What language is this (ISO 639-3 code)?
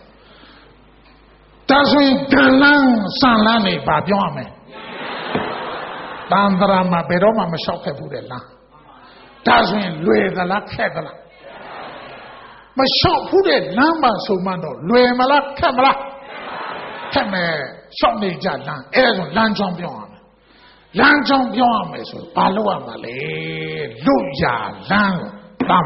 mya